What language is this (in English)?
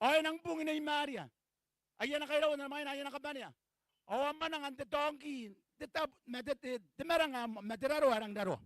Gilbertese